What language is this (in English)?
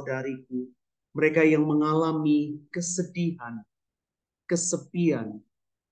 Indonesian